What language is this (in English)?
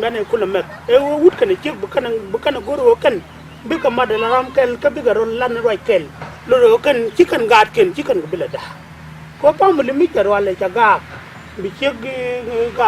Nuer